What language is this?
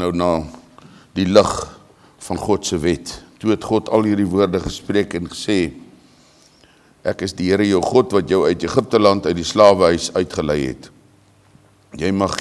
Afrikaans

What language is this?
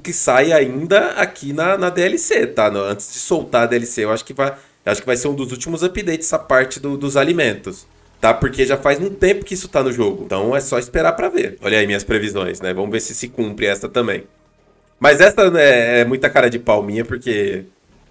Portuguese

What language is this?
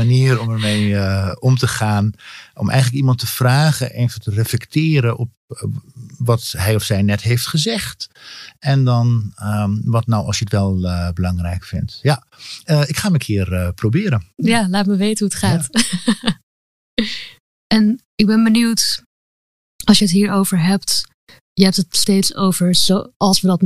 Dutch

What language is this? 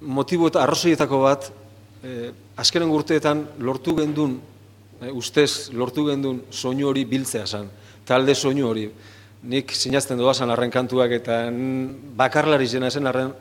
Basque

